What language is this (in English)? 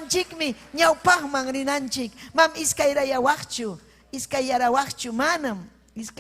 Ayacucho Quechua